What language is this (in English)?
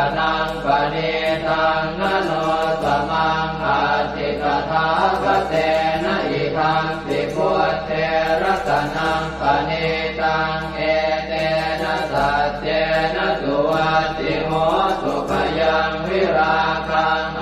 Pali